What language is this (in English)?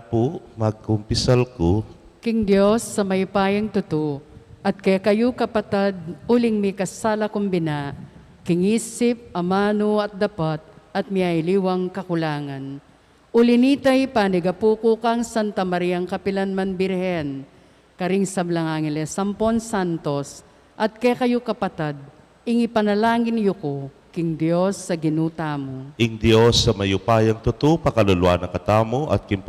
Pampanga